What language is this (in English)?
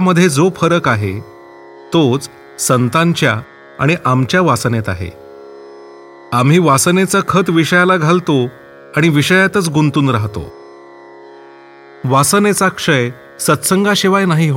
Marathi